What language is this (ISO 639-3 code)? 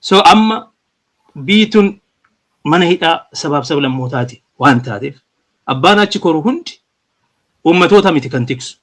orm